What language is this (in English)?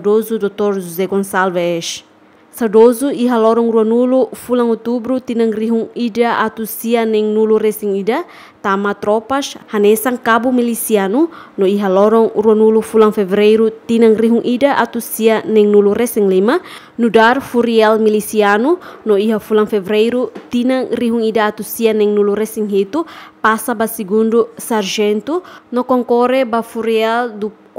Tetum